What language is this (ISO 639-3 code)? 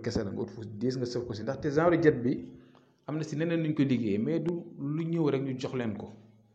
wol